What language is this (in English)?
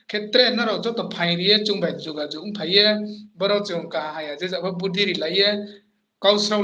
Riang (India)